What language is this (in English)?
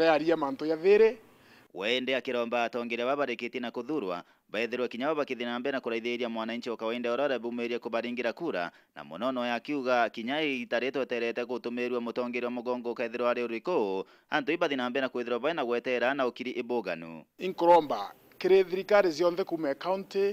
Meru